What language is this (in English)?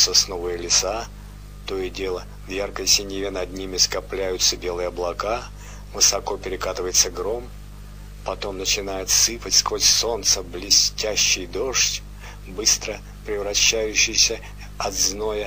Russian